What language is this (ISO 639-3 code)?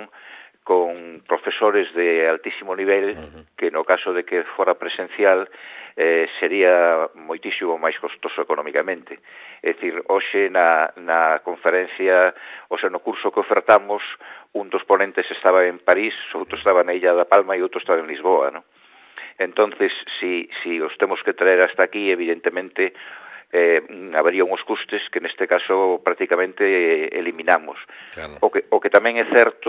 glg